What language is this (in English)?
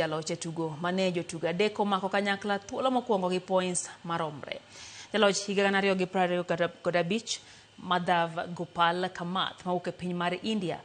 Luo (Kenya and Tanzania)